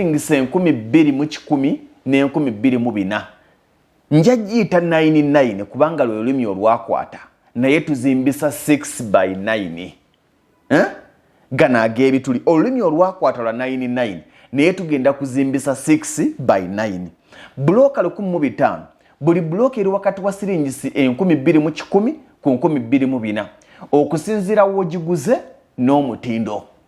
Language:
Ganda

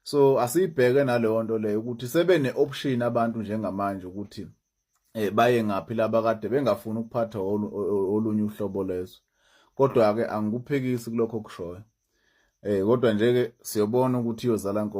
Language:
Zulu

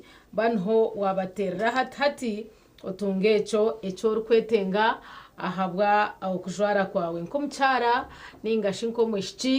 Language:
Nyankole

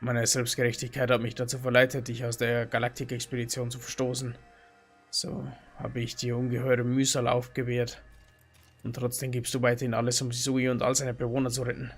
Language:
Bavarian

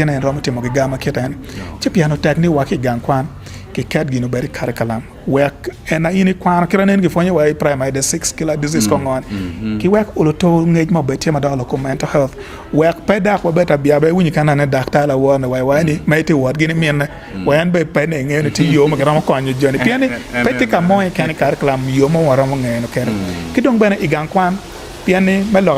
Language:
Acoli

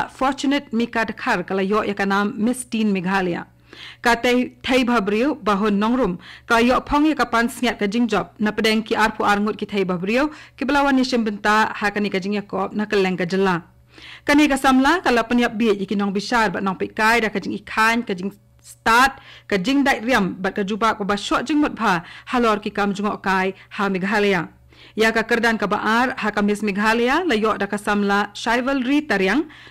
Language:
Khasi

